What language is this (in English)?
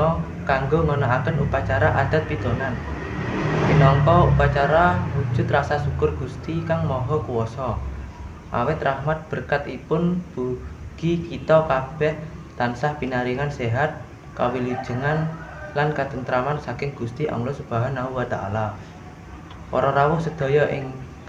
Javanese